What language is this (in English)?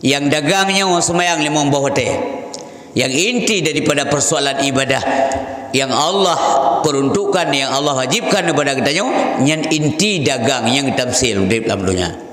Achinese